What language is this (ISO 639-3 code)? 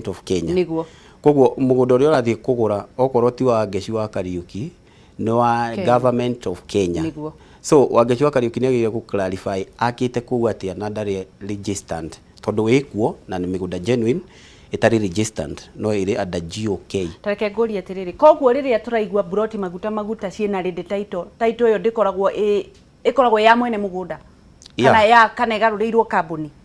kik